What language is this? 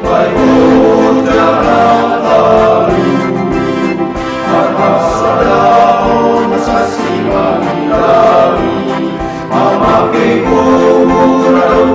Batak Simalungun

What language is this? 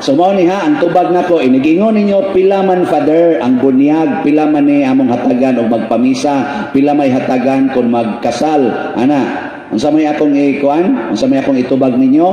Cebuano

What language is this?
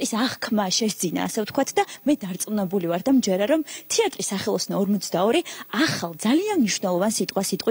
Georgian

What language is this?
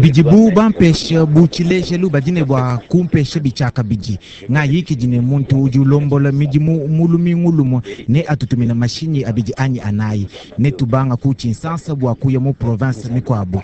Luba-Lulua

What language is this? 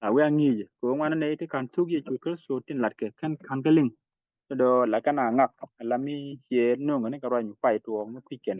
Nuer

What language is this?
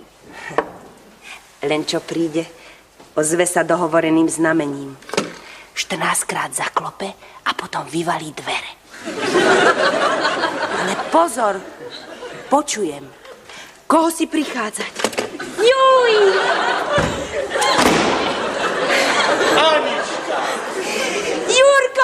Slovak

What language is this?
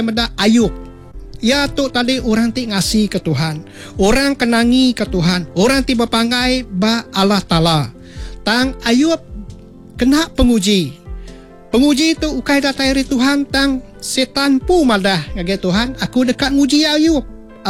Iban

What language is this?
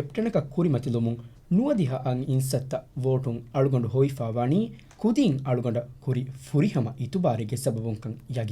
Divehi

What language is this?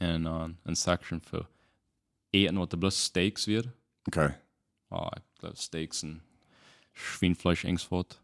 Plautdietsch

